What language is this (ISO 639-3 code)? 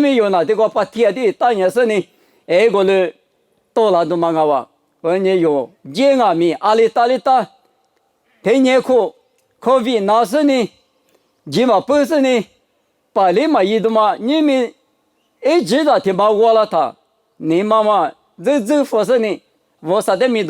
lis